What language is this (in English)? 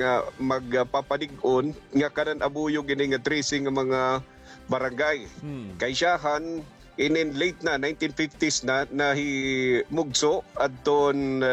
Waray